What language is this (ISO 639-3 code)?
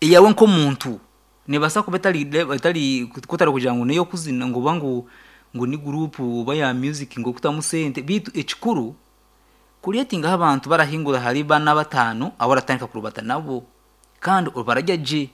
nyn